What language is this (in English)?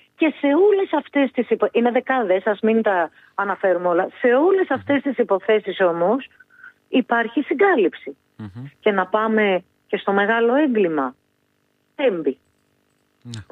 Greek